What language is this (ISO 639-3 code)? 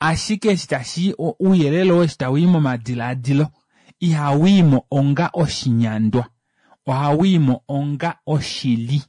kua